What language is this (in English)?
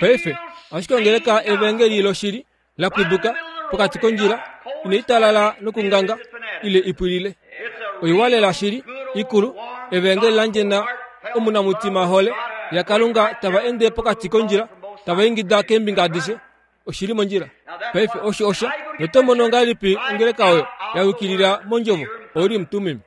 Kuanyama